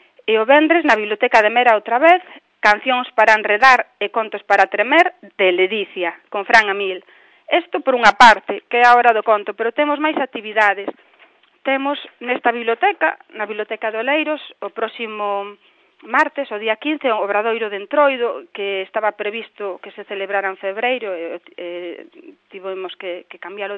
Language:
Galician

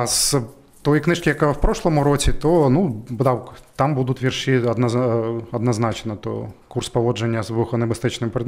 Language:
Ukrainian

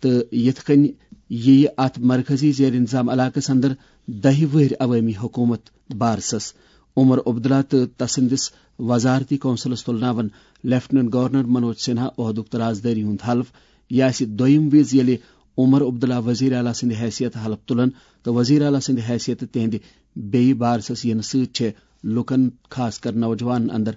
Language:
Kashmiri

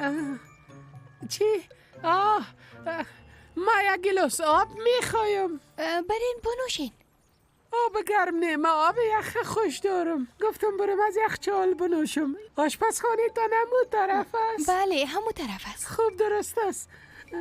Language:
Persian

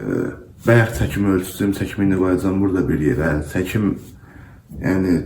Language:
Azerbaijani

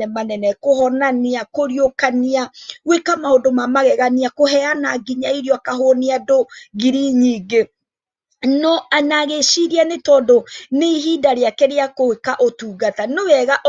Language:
Kikuyu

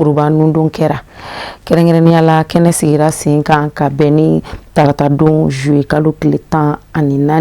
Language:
Bambara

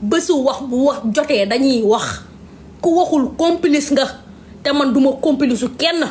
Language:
Wolof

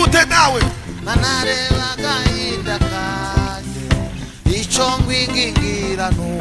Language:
Kinyarwanda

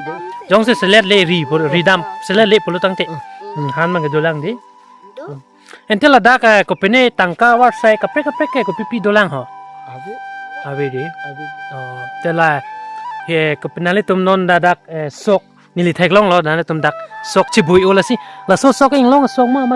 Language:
Karbi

